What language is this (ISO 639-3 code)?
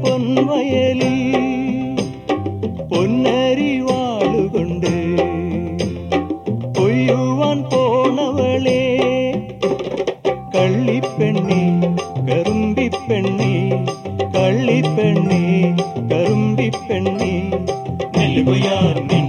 mal